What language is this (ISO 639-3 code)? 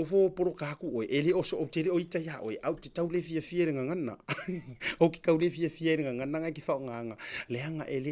smo